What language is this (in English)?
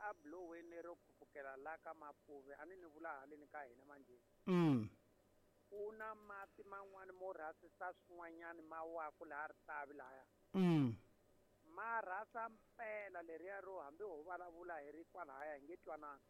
Tsonga